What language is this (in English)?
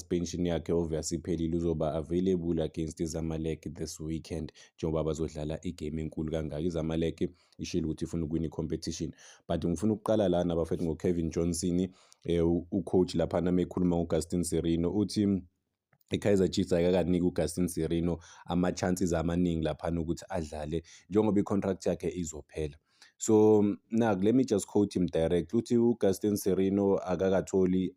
Zulu